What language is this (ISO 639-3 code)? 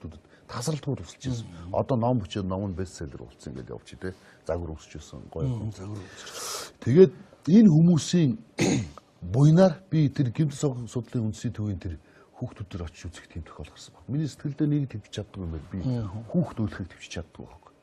mon